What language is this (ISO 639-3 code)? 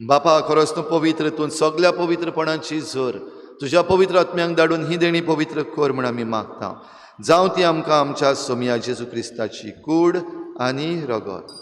kok